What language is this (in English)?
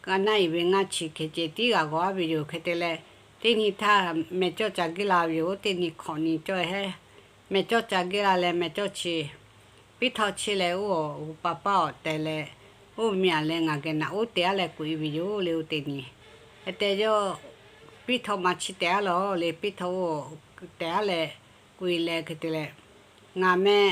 Lahu